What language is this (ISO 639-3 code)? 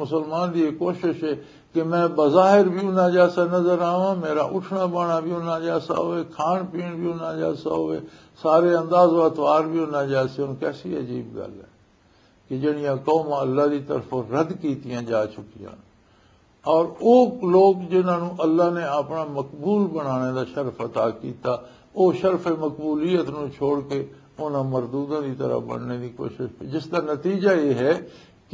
lah